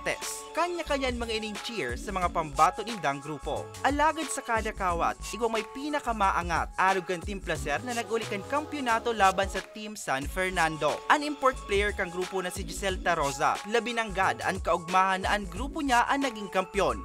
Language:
Bikol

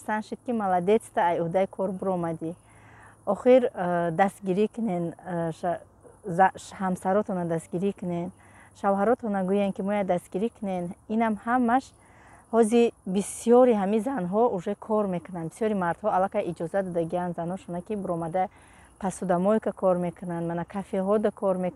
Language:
Tajik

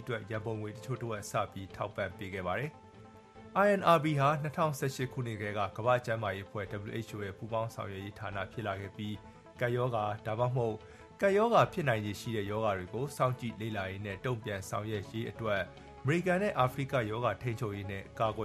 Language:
Burmese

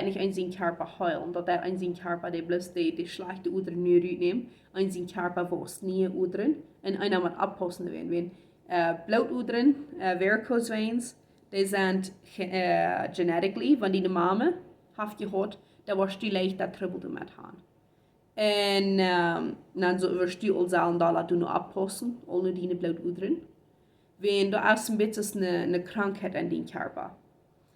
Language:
Plautdietsch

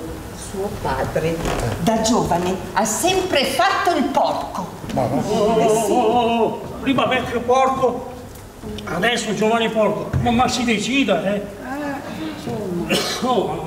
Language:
Italian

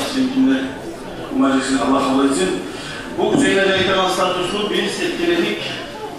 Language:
Kumyk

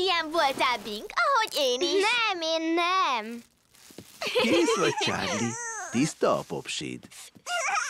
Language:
Hungarian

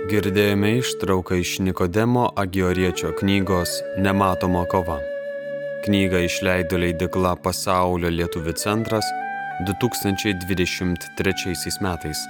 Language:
Lithuanian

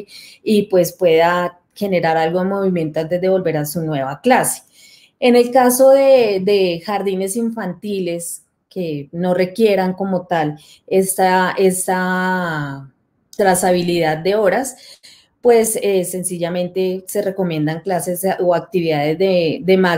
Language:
Spanish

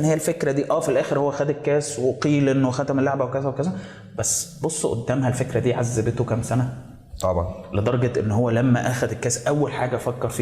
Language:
Egyptian Arabic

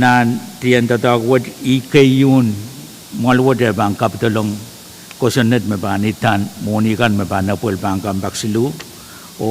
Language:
Pohnpeian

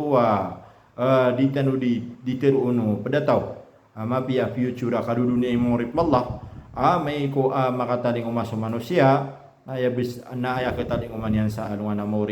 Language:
Maranao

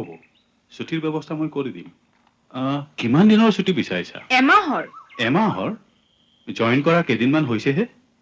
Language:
Assamese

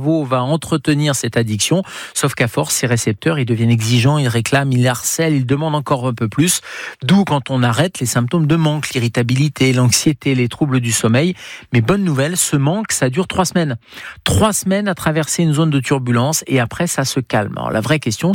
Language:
French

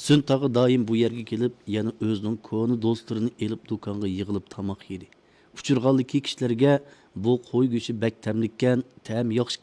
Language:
Uyghur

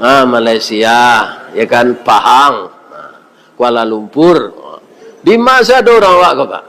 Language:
Minangkabau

